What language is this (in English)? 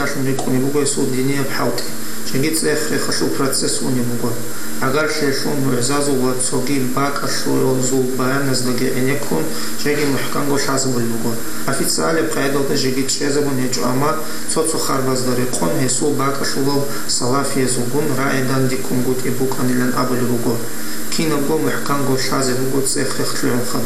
Avaric